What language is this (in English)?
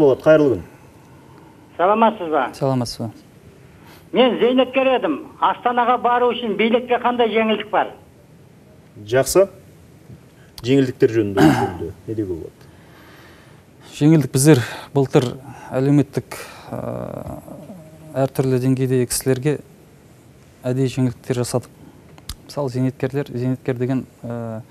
Kazakh